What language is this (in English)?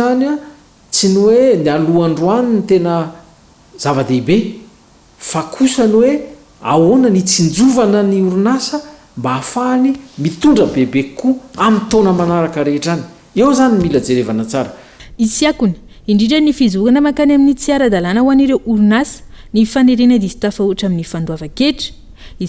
Malagasy